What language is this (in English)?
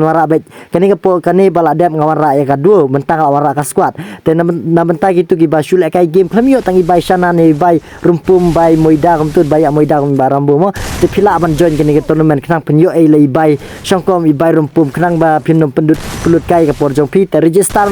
Khasi